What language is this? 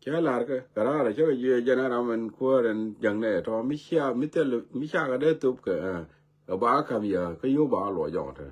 Nuer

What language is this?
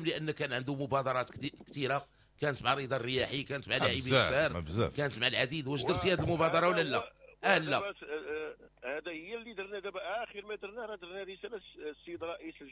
Moroccan Arabic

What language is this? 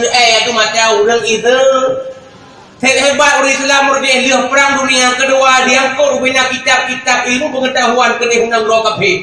Achinese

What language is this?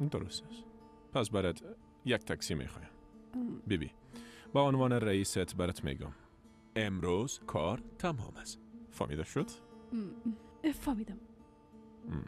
Persian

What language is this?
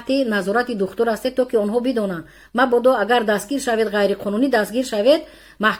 Tajik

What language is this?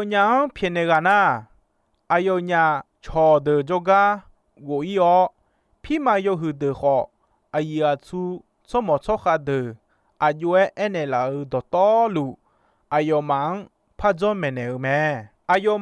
Akha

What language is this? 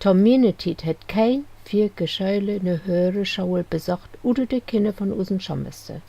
Low German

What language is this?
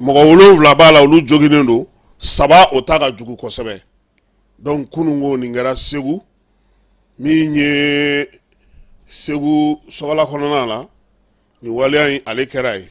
Bambara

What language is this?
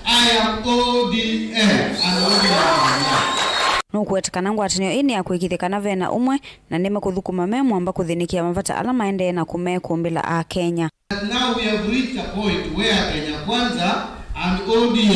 Kamba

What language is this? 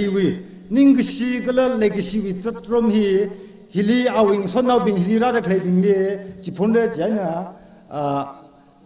Tangkhul Naga (India)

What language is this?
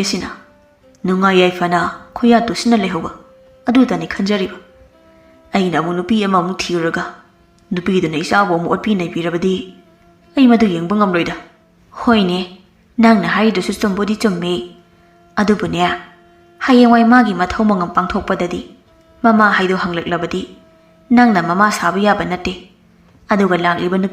Manipuri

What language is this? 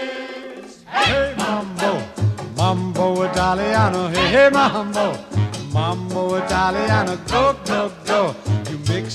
English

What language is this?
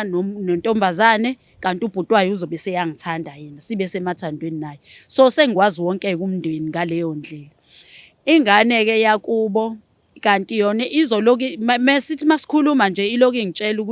Zulu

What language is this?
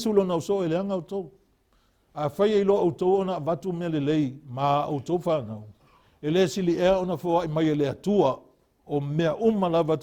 Samoan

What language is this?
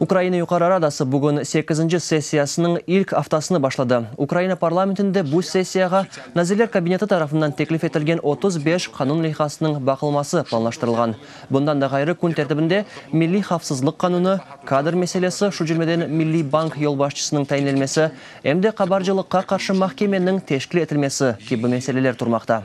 Crimean Tatar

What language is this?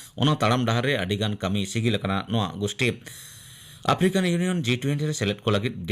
Santali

